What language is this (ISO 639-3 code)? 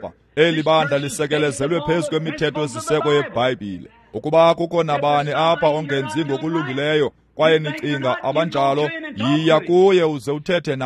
xho